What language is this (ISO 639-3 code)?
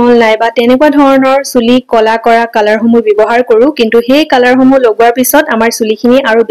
asm